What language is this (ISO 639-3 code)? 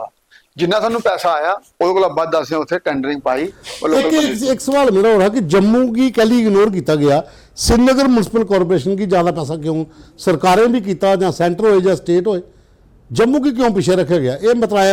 doi